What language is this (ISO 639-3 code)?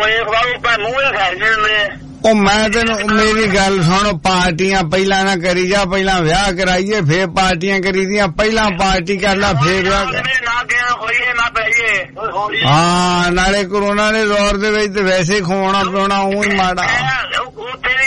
pan